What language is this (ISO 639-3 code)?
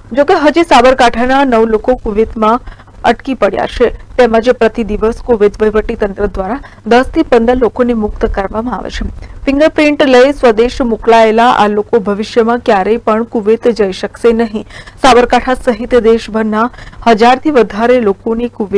guj